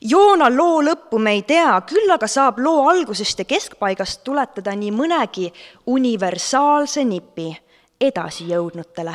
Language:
Estonian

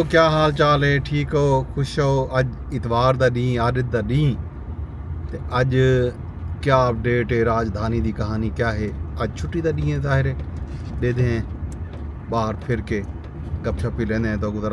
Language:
Saraiki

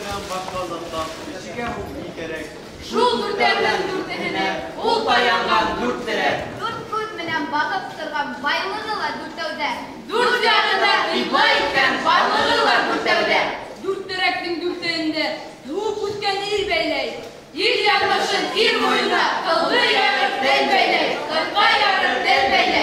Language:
Bashkir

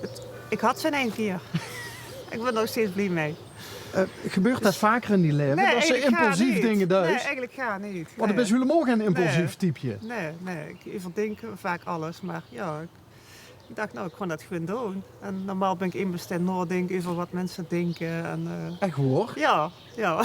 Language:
Limburgish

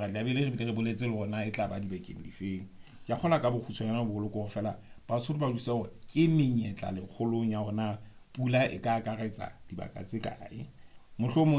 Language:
Southern Sotho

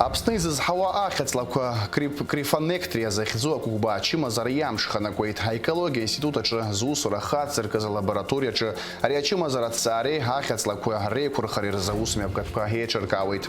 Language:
Abkhazian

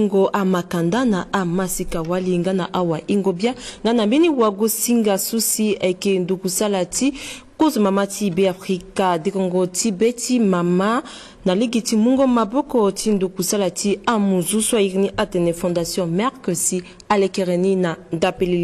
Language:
Sango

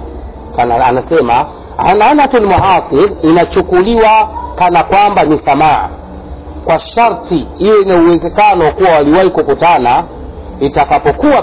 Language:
Swahili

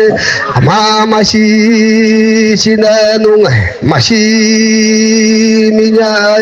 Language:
Akha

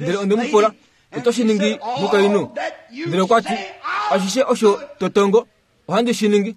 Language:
Kuanyama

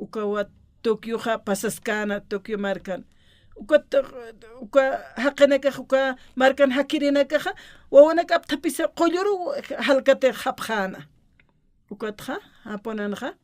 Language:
Aymara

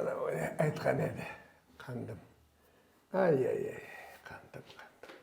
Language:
Crimean Tatar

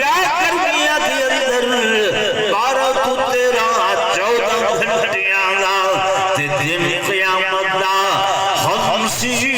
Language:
Saraiki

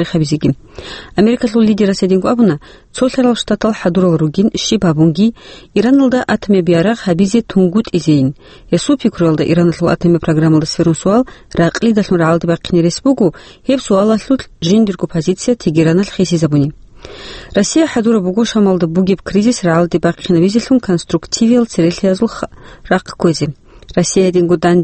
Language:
Avaric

